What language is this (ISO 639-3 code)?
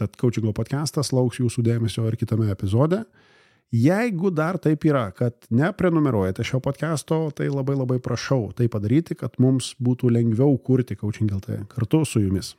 lit